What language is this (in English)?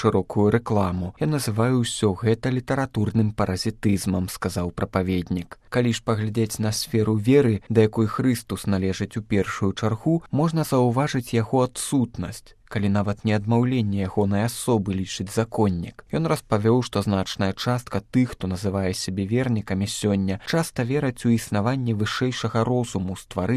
Belarusian